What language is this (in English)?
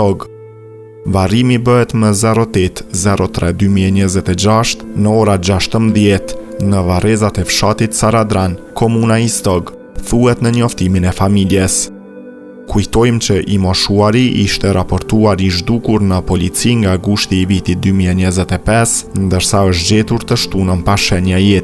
Albanian